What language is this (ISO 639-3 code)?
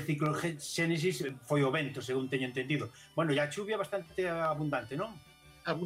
glg